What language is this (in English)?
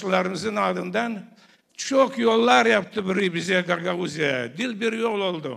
Gagauz